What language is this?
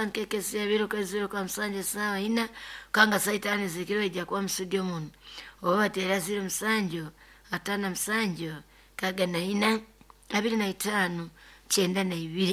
Nyoro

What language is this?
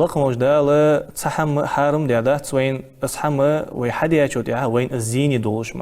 Ingush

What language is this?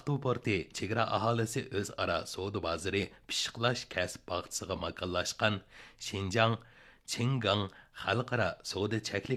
Uyghur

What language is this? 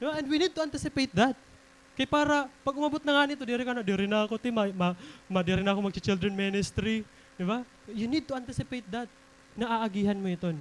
Waray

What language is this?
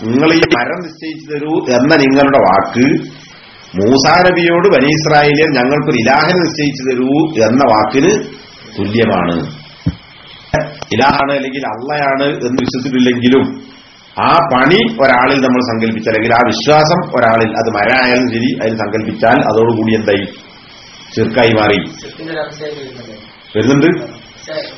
Malayalam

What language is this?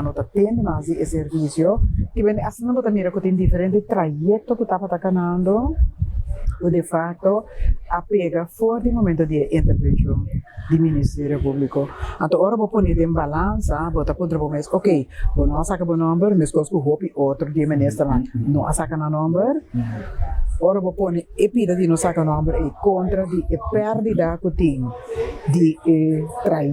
Papiamento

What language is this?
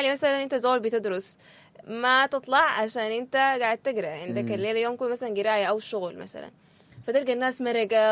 Sudanese Arabic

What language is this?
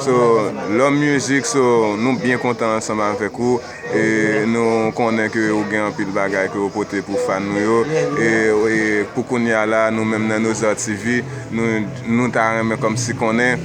Haitian Creole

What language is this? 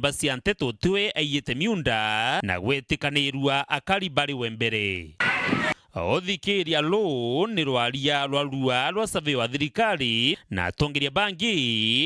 Meru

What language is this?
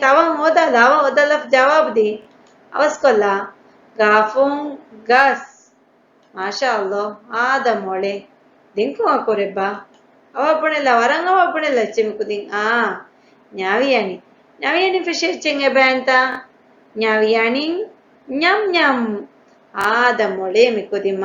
Divehi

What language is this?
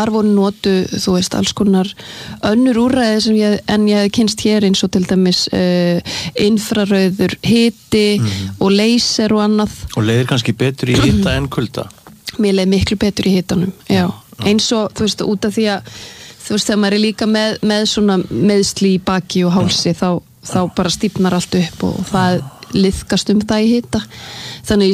Icelandic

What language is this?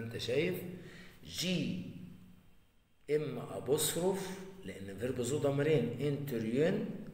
Egyptian Arabic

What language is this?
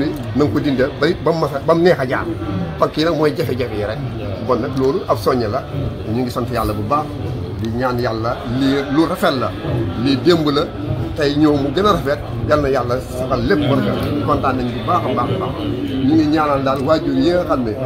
Wolof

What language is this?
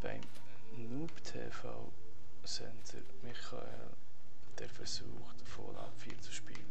Swiss German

